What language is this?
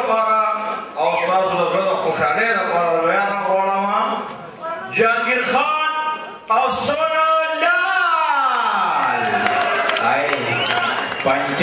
Pashto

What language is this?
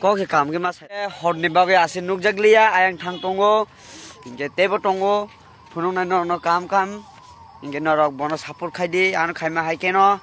Kok Borok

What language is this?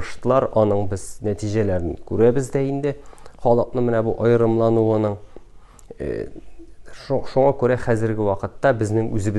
Tatar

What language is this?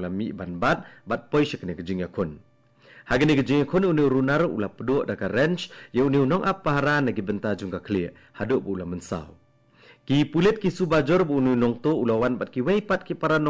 Khasi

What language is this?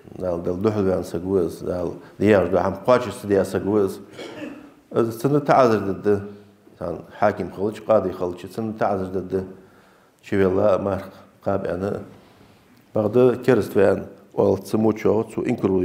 Ingush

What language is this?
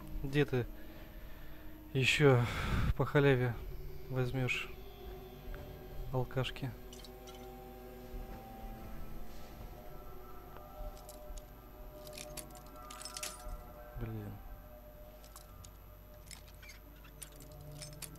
Russian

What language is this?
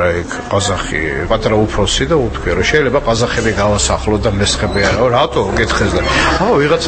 Georgian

